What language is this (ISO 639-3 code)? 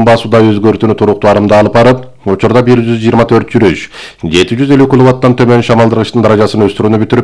kir